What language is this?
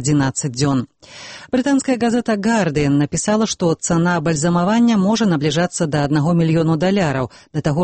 Belarusian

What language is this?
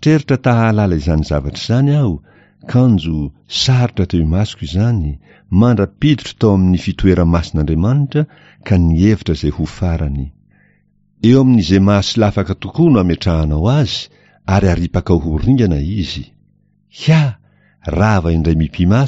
Malagasy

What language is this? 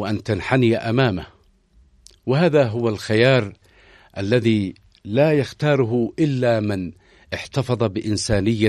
Arabic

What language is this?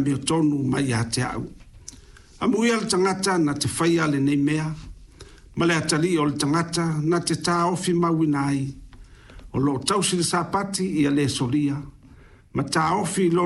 Samoan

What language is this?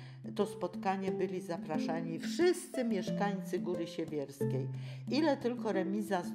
Polish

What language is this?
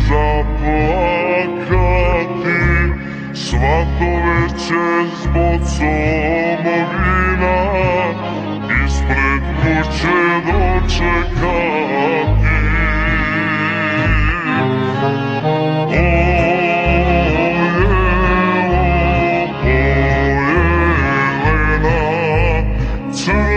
Serbian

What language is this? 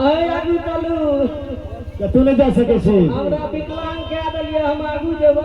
Maithili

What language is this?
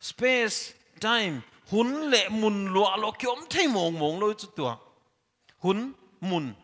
Paite Chin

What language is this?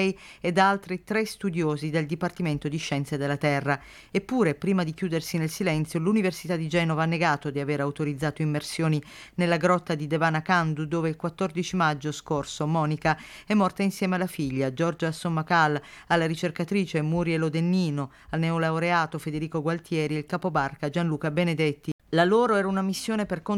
Italian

